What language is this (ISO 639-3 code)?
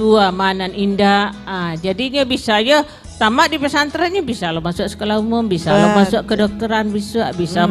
min